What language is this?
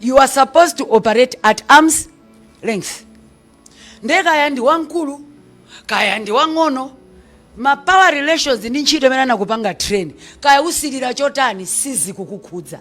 Nyanja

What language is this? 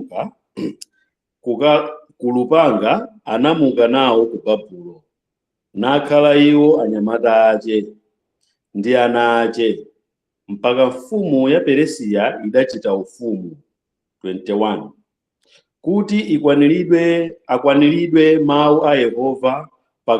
Nyanja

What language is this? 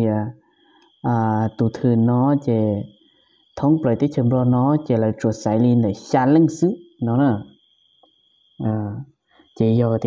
Vietnamese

